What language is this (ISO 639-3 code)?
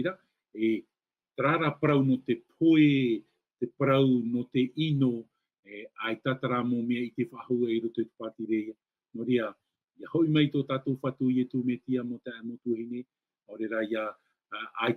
tah